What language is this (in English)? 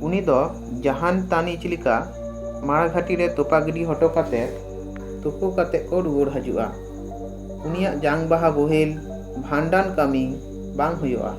Santali